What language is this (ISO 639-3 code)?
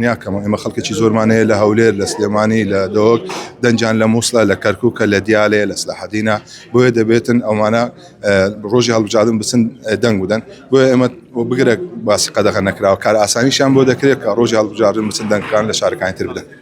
ckb